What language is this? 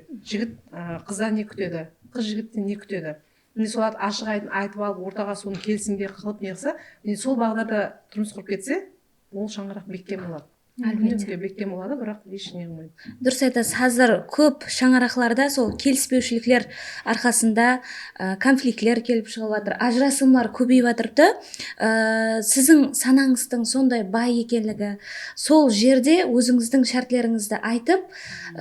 Kara-Kalpak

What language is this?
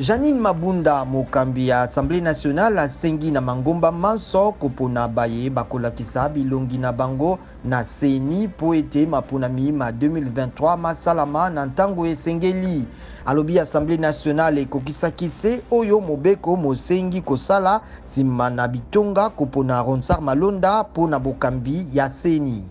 Lingala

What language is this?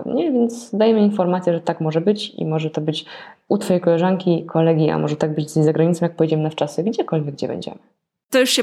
Polish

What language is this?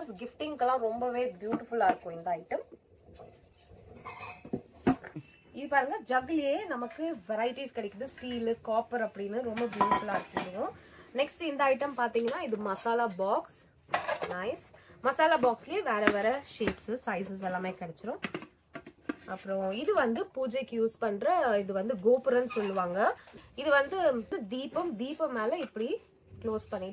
Tamil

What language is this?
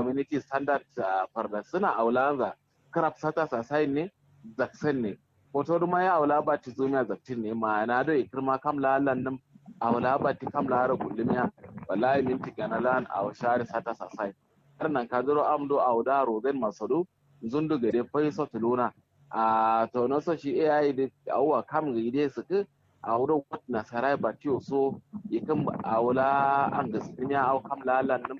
Kanuri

